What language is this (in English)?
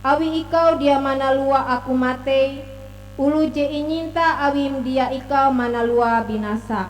Ngaju